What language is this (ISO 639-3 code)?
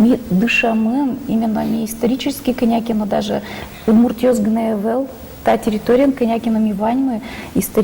udm